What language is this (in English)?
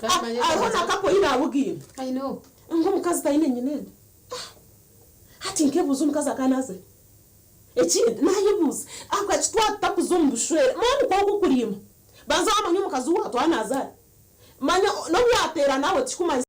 Nyankole